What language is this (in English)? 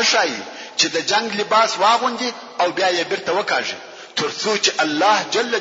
Pashto